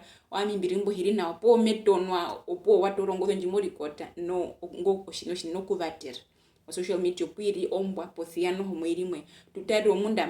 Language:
Herero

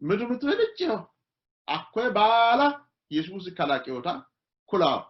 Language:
Sidamo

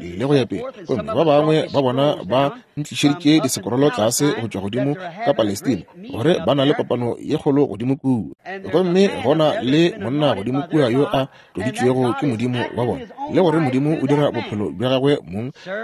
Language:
Northern Sotho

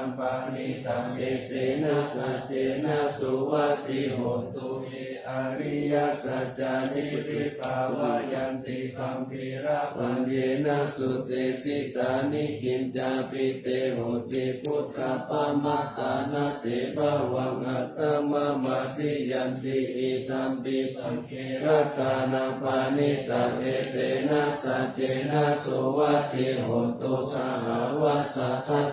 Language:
Pali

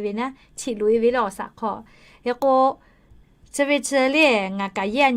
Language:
Lahu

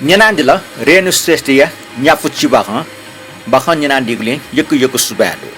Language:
Newari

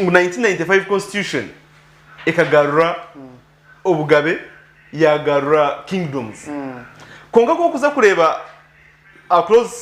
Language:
Nyankole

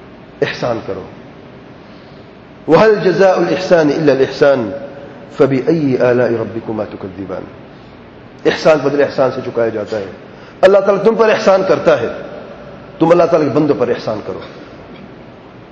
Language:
Urdu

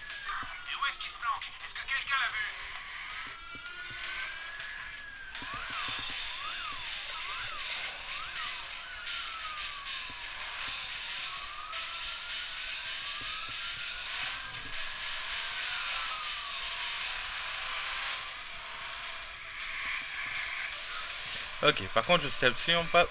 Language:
French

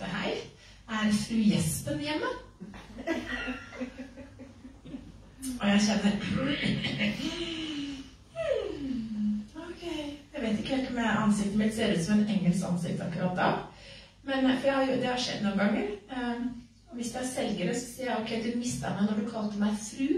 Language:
Norwegian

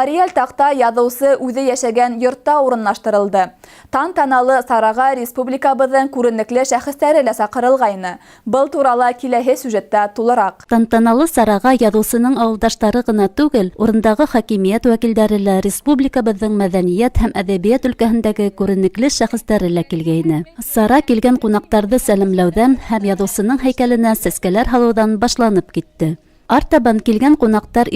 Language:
Bashkir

